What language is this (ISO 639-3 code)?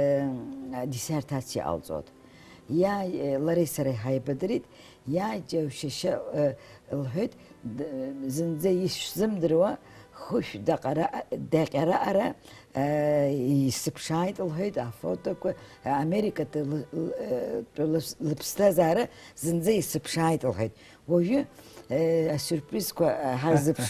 abk